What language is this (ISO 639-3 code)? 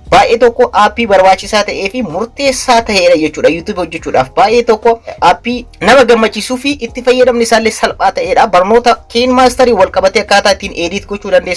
orm